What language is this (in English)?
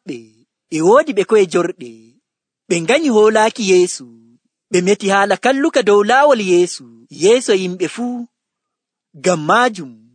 Nigerian Fulfulde